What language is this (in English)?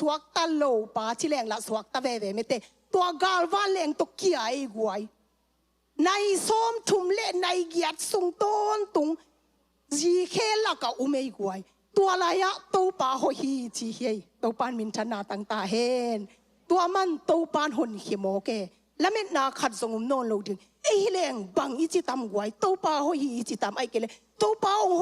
Tedim Chin